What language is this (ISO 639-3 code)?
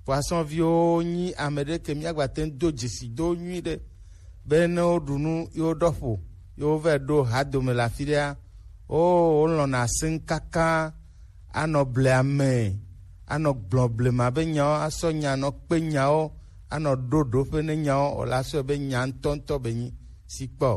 gej